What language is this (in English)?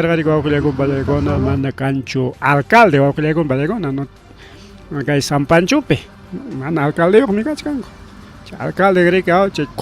Ayacucho Quechua